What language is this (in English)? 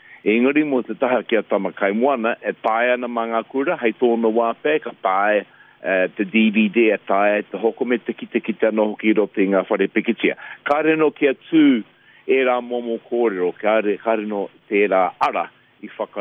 Māori